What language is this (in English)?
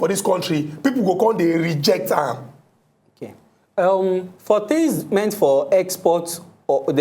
Nigerian Pidgin